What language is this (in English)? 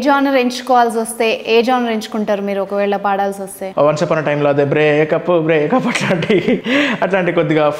Telugu